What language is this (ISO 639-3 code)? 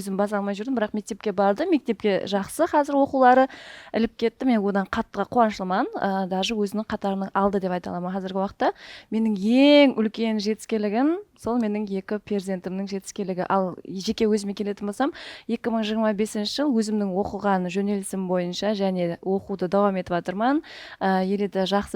kaa